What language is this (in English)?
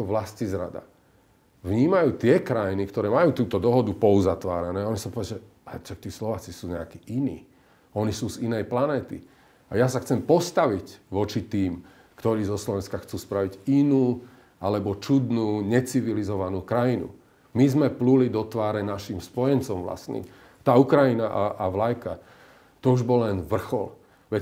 Slovak